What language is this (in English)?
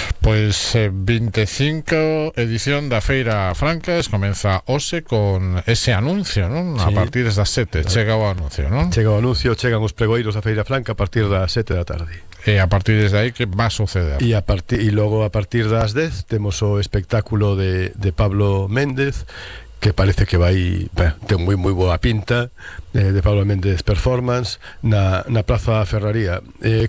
Galician